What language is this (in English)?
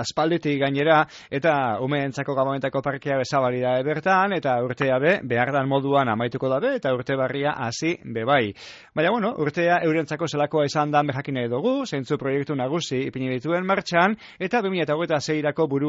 Basque